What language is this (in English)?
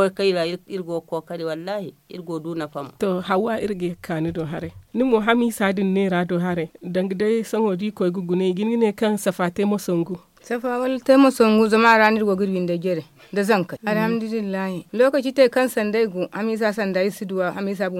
Zarma